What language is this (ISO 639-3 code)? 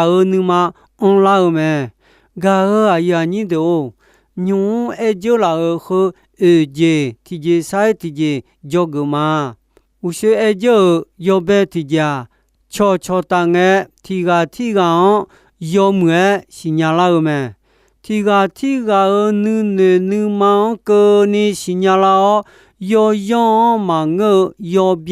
ahk